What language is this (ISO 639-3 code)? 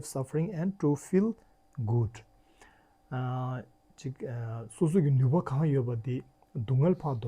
bod